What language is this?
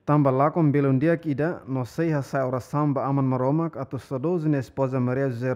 Tetum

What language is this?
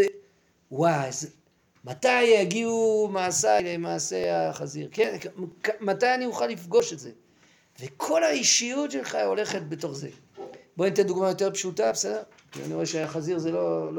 Hebrew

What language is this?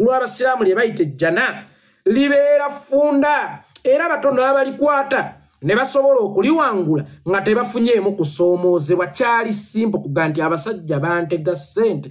Ganda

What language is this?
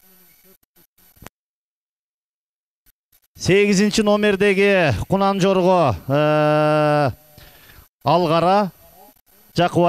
Kyrgyz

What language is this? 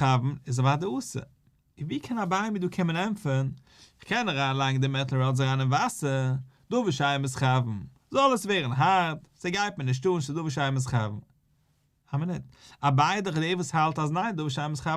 Yiddish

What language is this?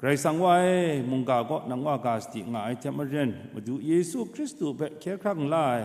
Kachin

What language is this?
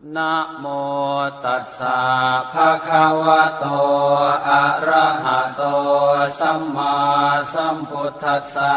Pali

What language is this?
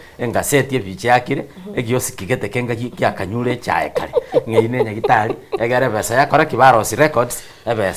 Gusii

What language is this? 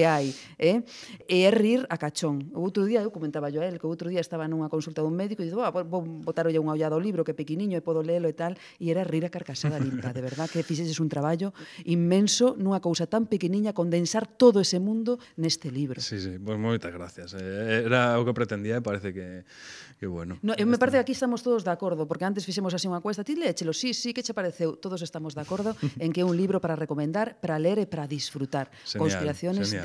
Galician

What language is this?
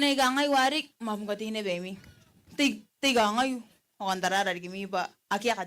Gilbertese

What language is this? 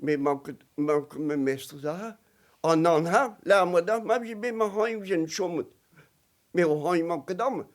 Breton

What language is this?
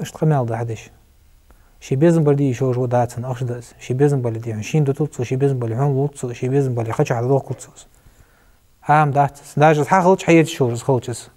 Ingush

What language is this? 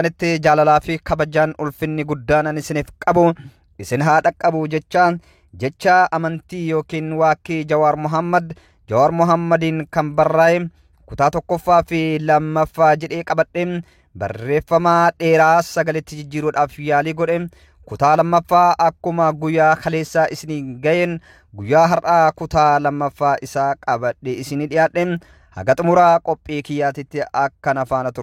Oromo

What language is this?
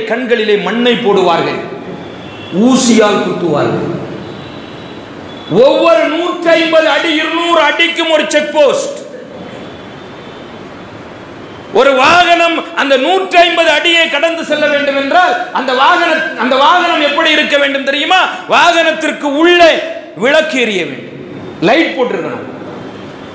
Tamil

